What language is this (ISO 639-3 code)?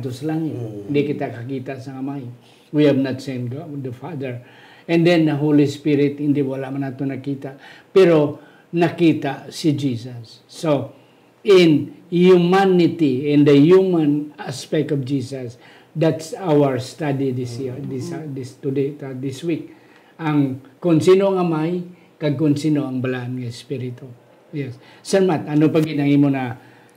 hil